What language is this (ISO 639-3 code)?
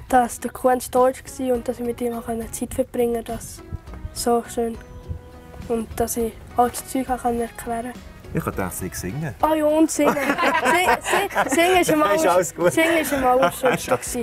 gsw